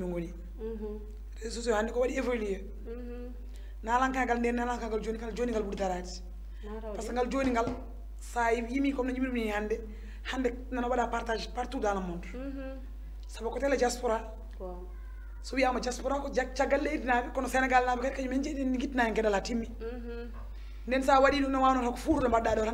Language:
Fula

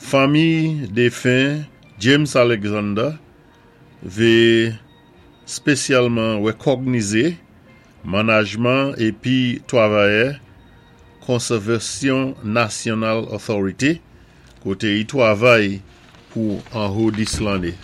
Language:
Saint Lucian Creole French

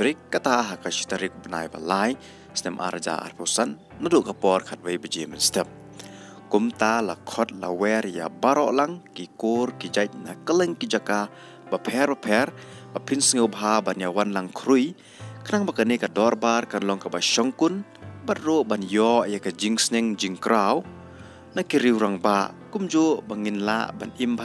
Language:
Khasi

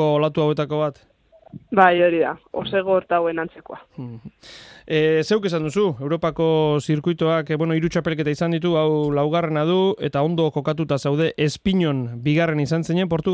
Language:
Basque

